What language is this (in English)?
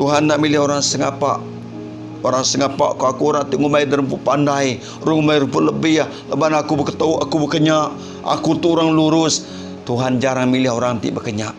Iban